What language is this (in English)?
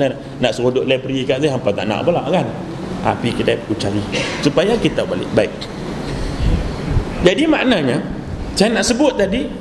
Malay